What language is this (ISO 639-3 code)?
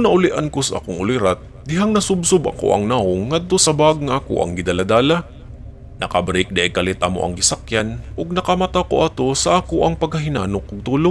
ceb